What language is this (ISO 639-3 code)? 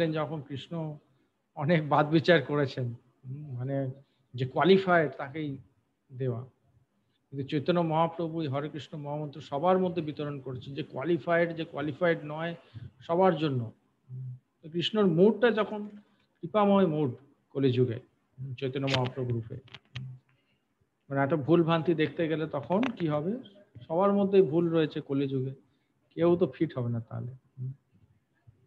ben